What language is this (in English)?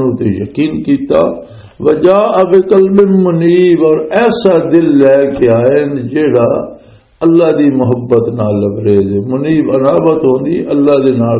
Western Panjabi